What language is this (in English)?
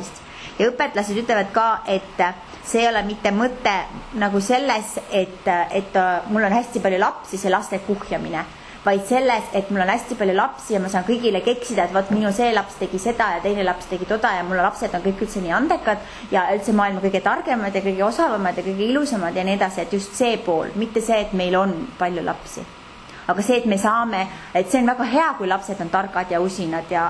Estonian